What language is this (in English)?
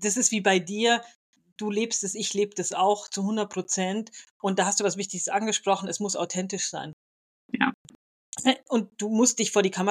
German